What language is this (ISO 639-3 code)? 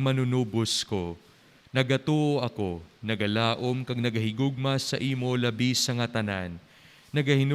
hil